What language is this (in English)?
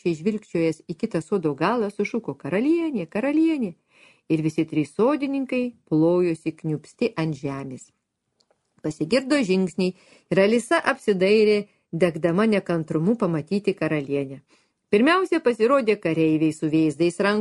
Lithuanian